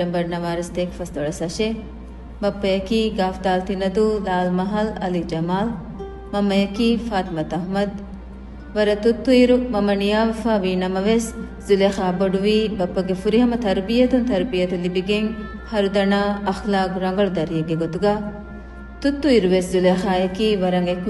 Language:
Divehi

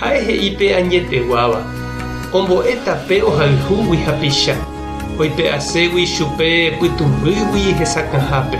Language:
Guarani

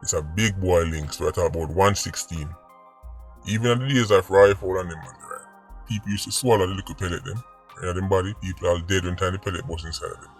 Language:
Jamaican Creole English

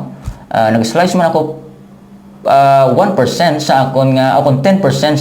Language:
Hiligaynon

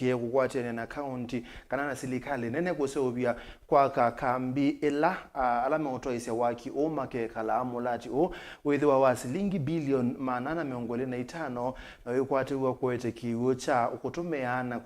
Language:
Kamba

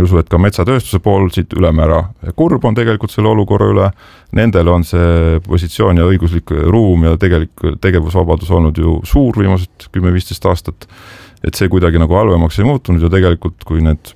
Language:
Estonian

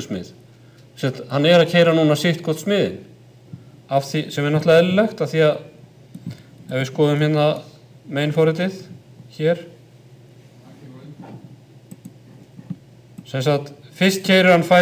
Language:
Icelandic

